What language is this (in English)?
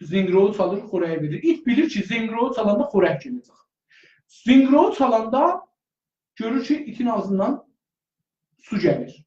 South Azerbaijani